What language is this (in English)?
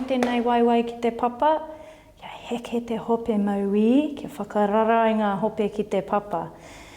Māori